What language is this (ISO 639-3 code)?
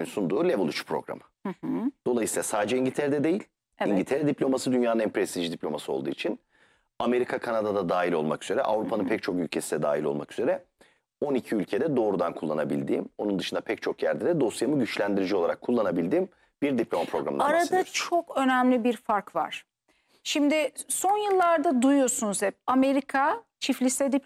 tur